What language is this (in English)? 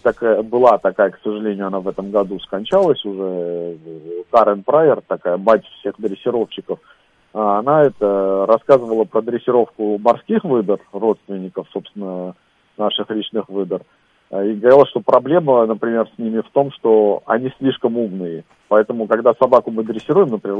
Russian